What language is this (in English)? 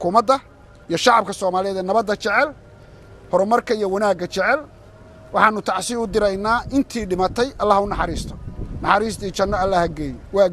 Somali